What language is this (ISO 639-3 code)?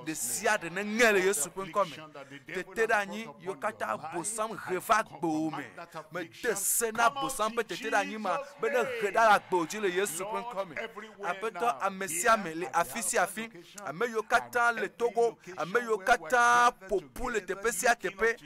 ewe